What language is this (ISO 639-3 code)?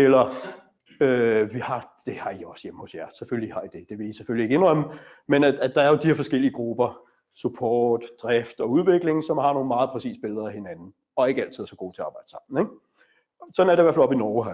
dan